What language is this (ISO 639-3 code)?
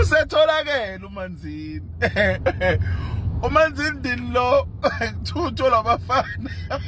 zul